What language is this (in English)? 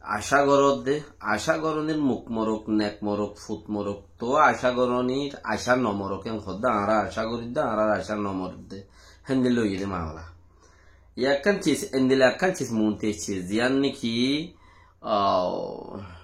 Rohingya